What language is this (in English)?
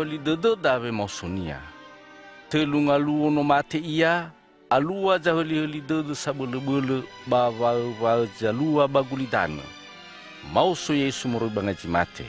Nias